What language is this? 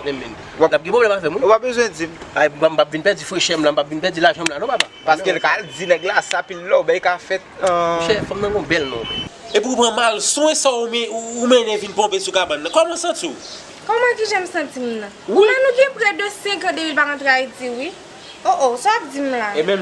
Haitian Creole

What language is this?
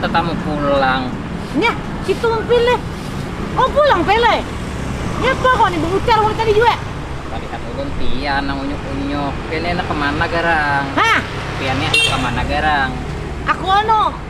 Banjar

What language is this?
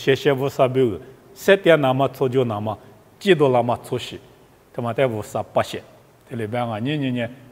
Lisu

